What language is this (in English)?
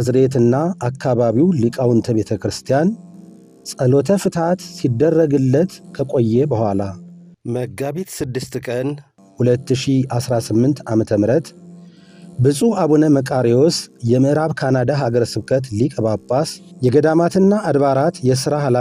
Amharic